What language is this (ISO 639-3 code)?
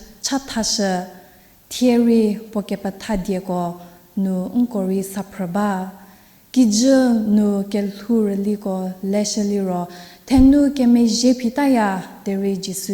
njm